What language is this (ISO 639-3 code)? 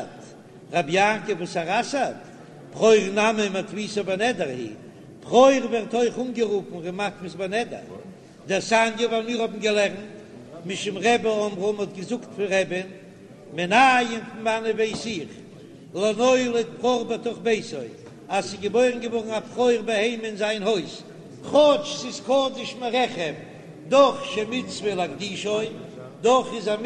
yid